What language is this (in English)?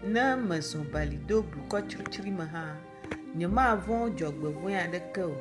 Ewe